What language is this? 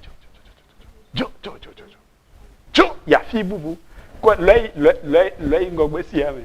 Ewe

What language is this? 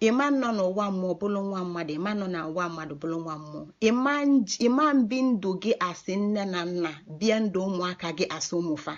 Igbo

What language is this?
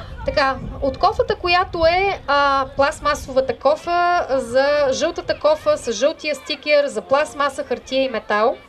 Bulgarian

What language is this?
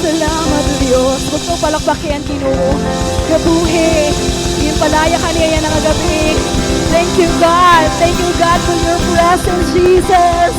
Waray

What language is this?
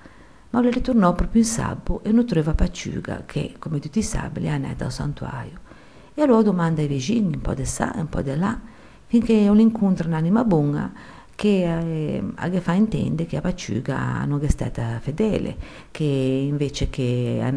Ligurian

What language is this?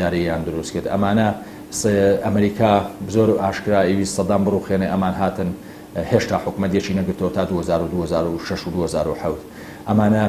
Central Kurdish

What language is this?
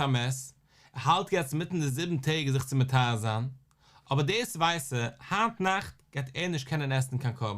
Yiddish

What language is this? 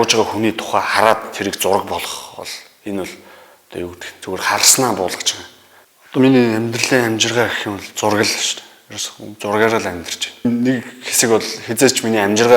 Mongolian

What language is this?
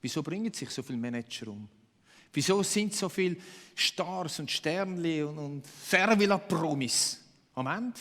Swiss German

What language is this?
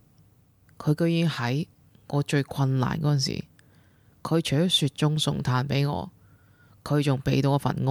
Cantonese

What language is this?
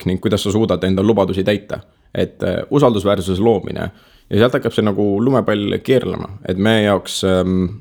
Estonian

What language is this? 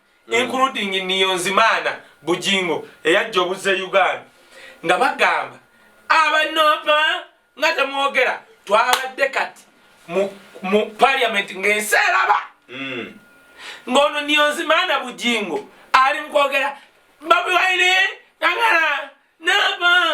Ganda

